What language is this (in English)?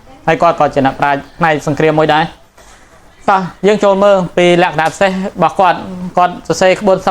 Khmer